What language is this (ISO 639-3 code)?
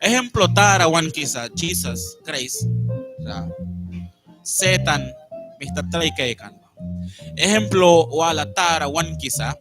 miq